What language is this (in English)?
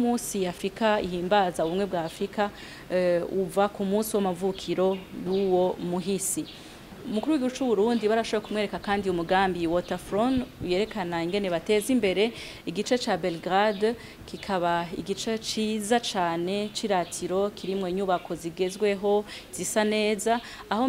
Rundi